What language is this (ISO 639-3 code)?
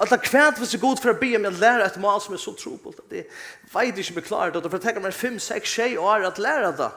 fao